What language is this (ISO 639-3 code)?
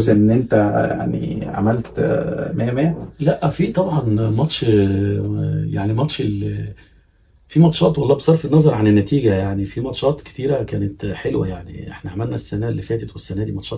arz